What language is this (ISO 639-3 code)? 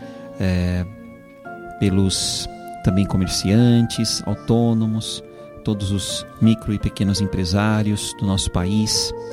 por